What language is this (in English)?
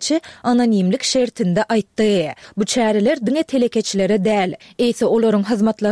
Turkmen